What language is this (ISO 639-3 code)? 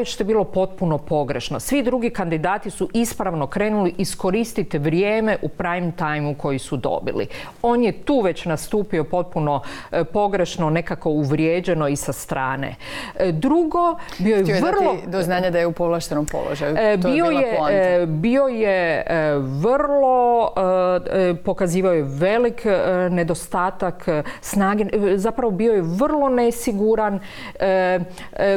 hrv